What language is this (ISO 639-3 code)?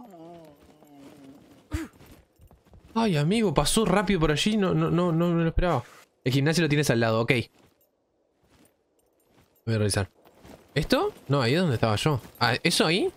spa